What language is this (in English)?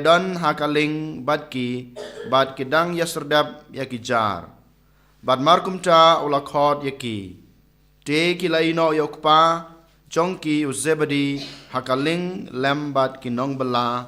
Khasi